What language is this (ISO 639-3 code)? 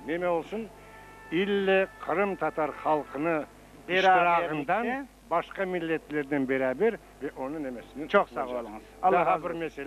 crh